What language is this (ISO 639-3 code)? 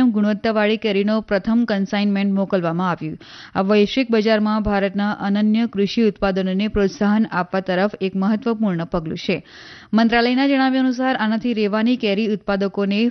guj